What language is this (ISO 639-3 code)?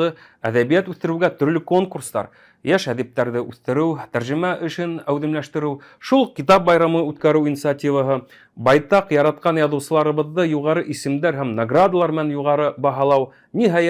bak